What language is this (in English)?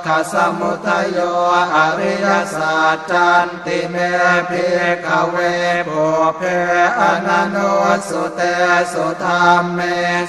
Pali